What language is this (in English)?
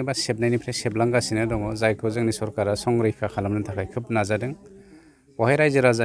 Bodo